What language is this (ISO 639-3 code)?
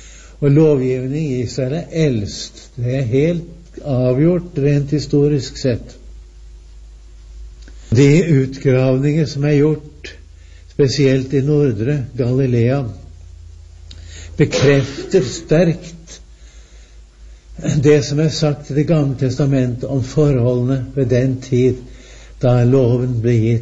nor